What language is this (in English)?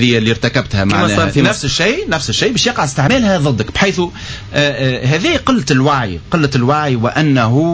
Tunisian Arabic